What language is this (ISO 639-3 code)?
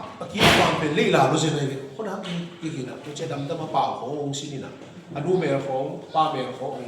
ctd